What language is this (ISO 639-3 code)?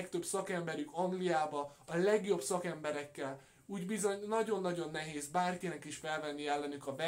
hun